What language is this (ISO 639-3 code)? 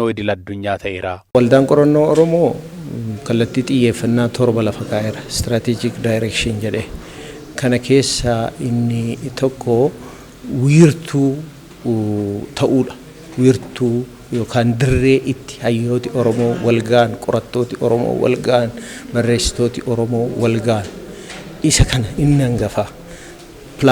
orm